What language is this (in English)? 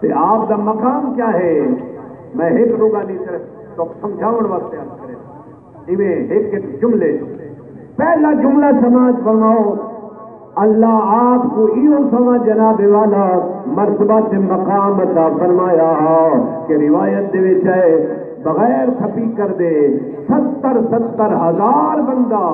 Saraiki